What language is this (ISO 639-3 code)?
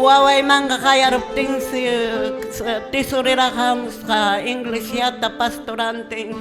que